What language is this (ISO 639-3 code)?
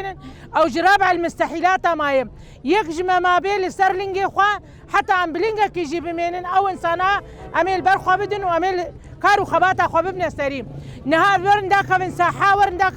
kur